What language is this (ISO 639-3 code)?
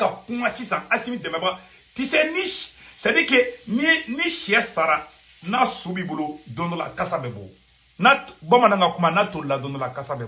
bam